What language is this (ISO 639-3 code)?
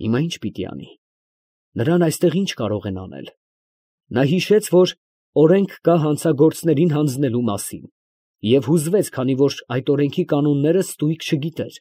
hye